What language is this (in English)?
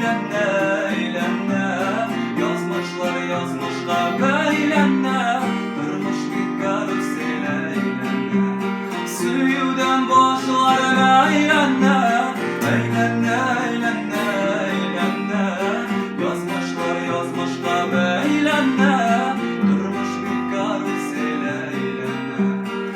Tatar